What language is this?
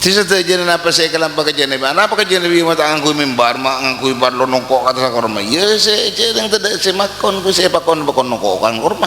Madurese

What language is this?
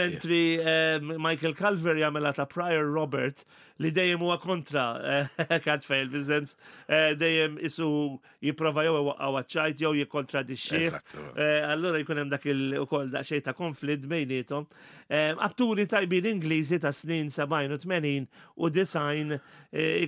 Maltese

